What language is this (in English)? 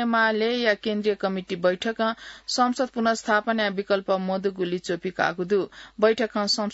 Newari